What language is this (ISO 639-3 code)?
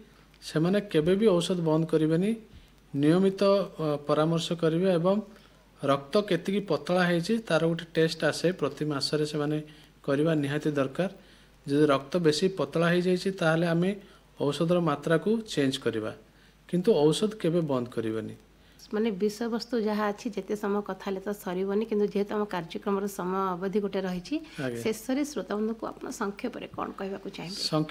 ori